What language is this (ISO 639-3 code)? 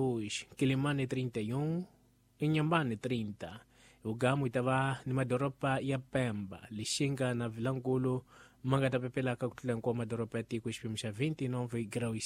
tso